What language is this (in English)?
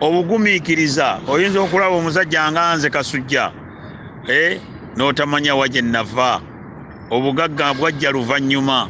Ganda